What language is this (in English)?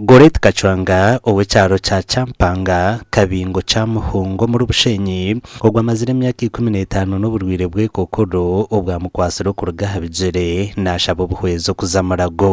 Nyankole